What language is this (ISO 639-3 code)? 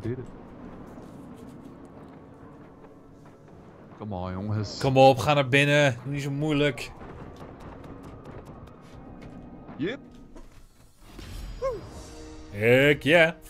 nld